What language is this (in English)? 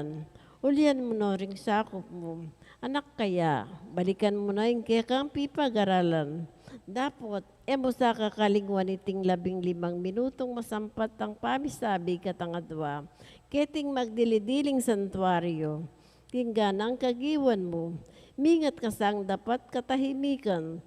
Pampanga